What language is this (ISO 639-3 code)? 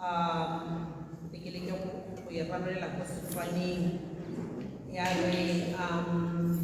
tsn